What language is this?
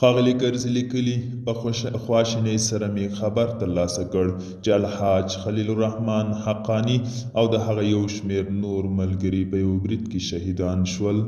Pashto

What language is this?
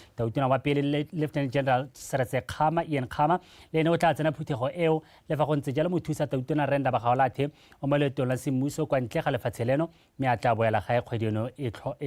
Tswana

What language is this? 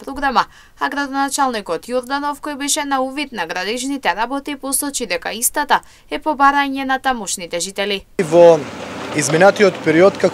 Macedonian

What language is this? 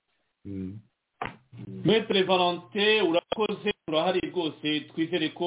Kinyarwanda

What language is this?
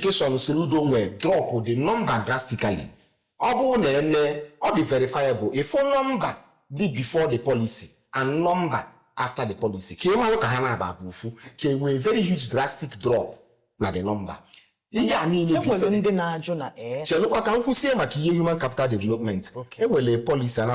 Igbo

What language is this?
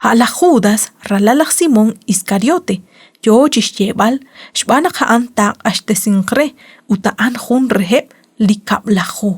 Kekchí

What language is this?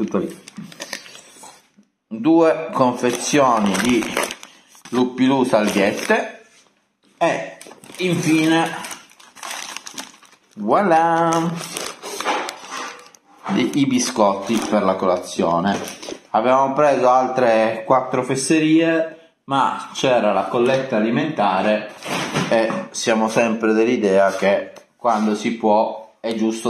Italian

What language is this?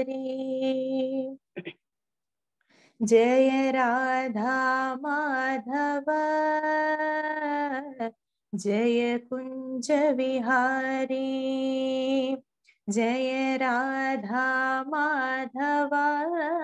Malayalam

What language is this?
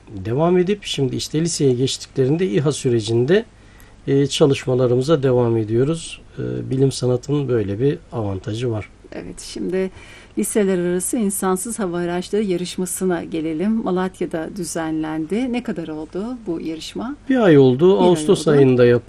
Turkish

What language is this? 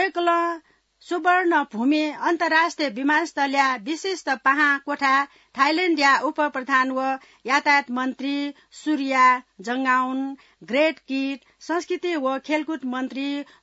Newari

